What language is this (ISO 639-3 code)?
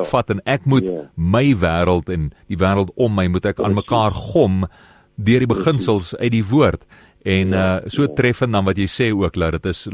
afr